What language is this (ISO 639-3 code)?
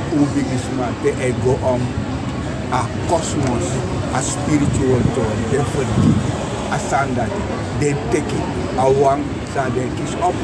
srn